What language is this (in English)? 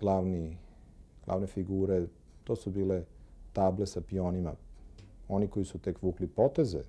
Serbian